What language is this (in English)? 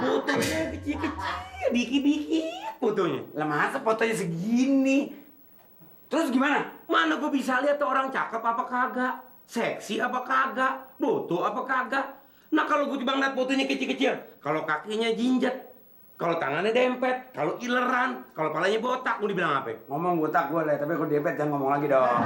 Betawi